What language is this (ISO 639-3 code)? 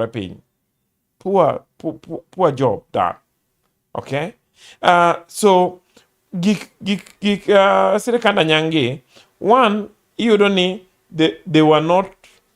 luo